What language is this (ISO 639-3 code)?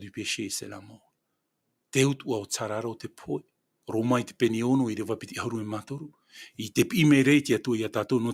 tah